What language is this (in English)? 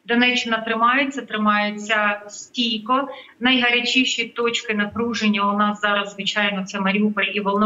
Ukrainian